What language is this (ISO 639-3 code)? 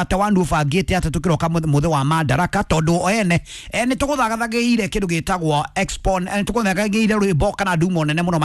kik